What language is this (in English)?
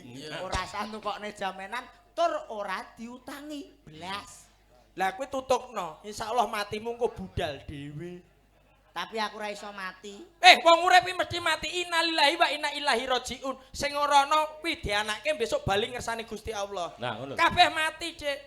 Javanese